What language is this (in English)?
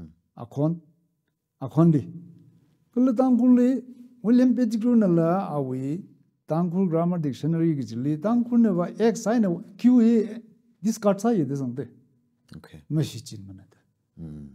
Tangkhul Naga (India)